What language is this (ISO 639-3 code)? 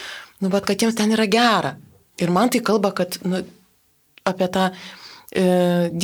lit